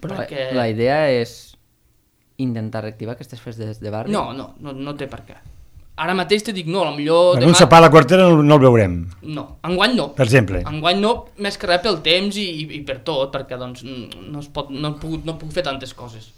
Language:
Catalan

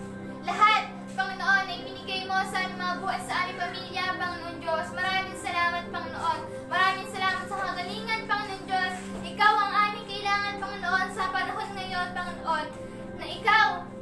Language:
Filipino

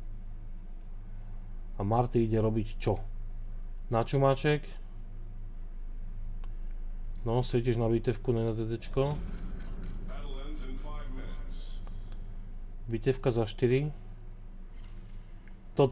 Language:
Slovak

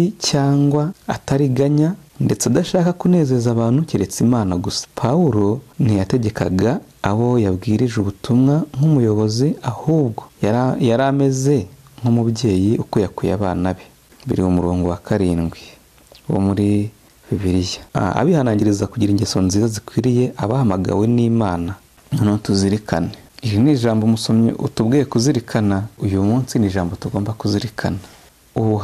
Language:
Kinyarwanda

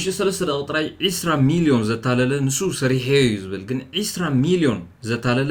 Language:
Tigrinya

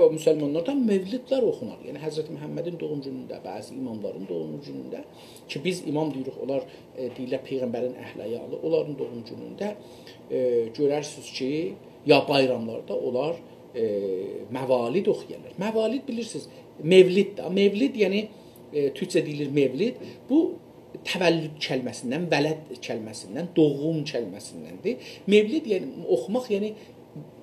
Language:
South Azerbaijani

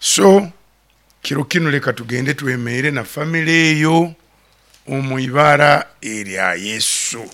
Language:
Nyoro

